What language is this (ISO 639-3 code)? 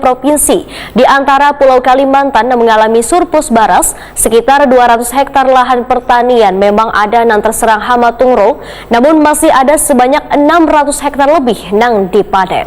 bjn